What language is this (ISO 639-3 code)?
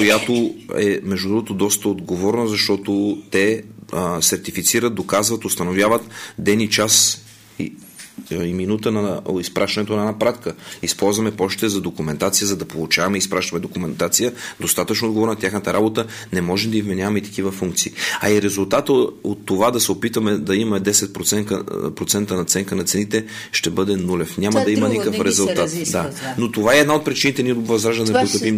bul